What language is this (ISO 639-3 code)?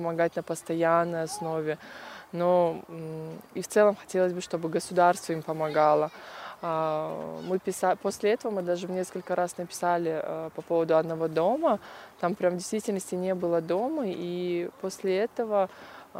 rus